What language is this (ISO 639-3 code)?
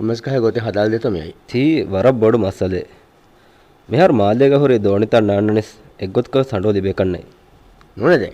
div